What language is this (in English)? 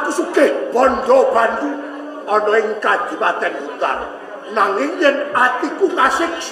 Javanese